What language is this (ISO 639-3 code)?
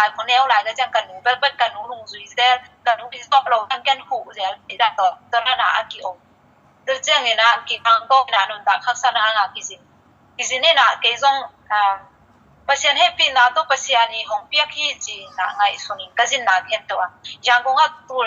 ctd